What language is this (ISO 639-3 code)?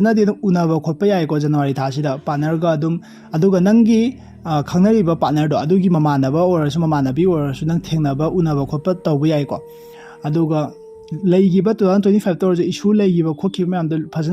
mni